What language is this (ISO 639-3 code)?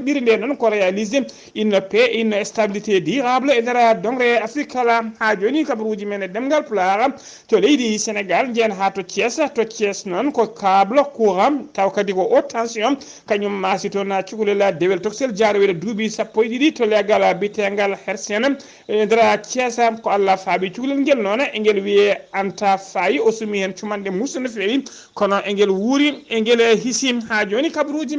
ful